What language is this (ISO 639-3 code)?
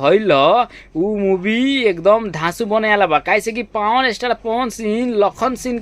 bho